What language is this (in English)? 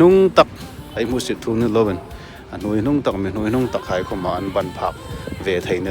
Hmar